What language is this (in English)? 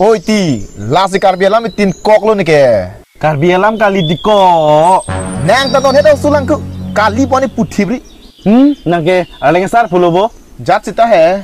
Karbi